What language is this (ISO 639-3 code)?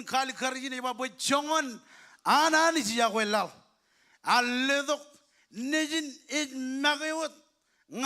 mah